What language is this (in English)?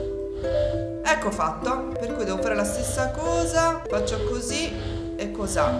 Italian